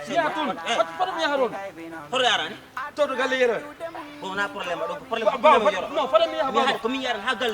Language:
Fula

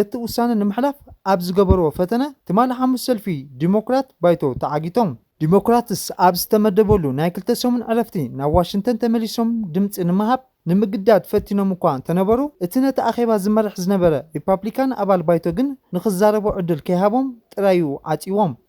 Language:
Tigrinya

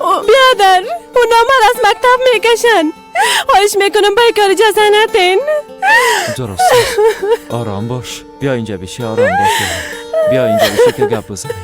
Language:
Persian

